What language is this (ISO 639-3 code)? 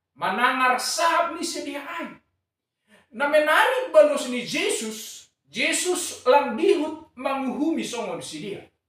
bts